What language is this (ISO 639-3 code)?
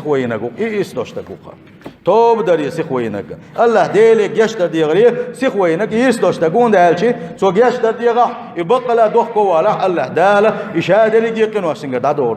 che